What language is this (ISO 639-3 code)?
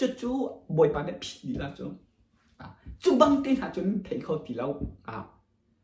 cnh